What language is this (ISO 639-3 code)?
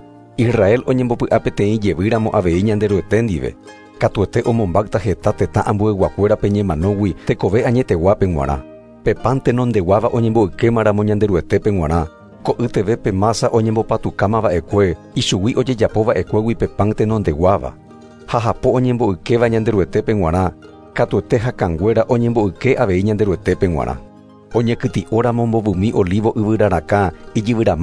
grn